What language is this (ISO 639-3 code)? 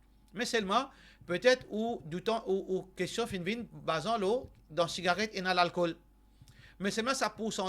mfe